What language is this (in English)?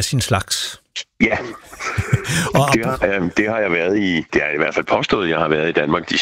Danish